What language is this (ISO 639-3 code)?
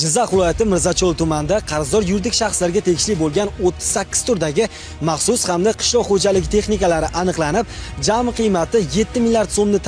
uzb